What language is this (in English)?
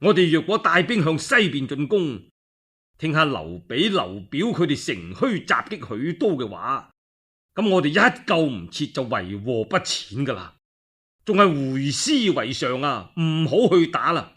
Cantonese